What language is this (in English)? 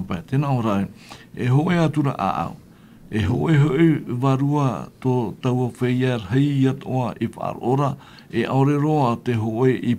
Tahitian